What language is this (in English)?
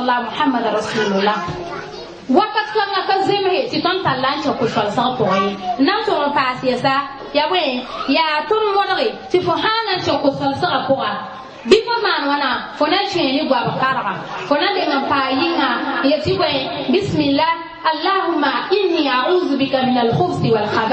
Mossi